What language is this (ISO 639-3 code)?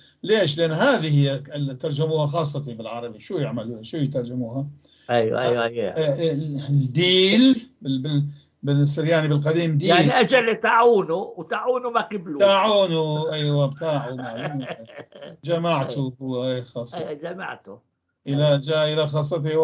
apc